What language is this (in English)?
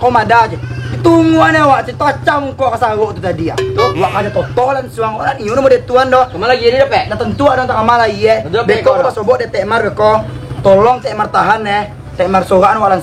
Minangkabau